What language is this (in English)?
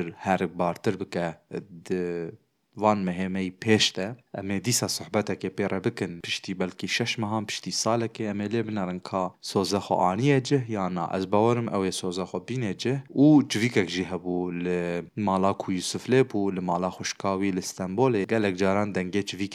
Kurdish